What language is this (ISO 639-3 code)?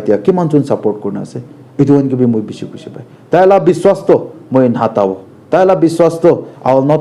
nag